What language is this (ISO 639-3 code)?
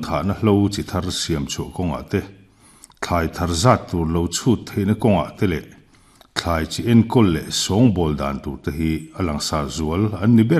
lus